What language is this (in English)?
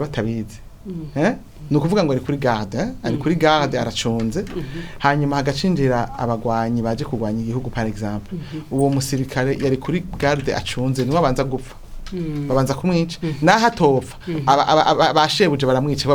Rundi